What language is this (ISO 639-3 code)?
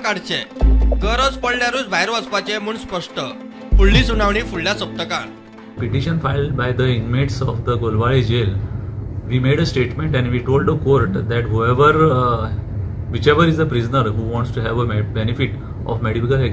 kok